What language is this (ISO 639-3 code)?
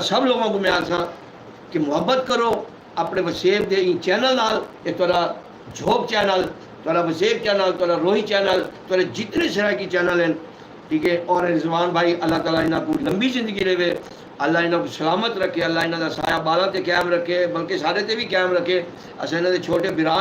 skr